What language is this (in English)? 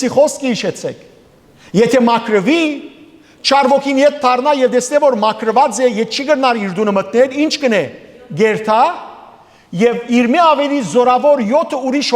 Western Armenian